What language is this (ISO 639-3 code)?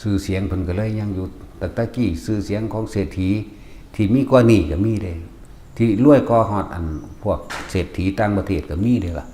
tts